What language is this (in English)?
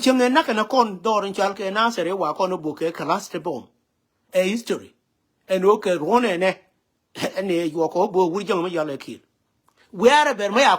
Nuer